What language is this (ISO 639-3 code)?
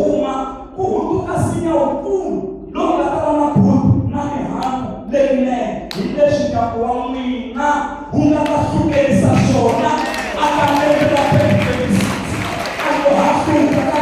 tso